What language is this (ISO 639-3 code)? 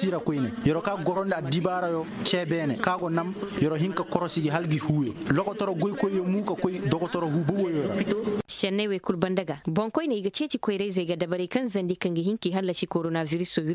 ses